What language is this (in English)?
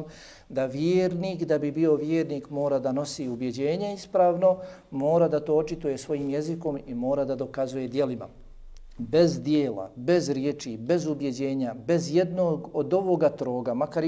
Bosnian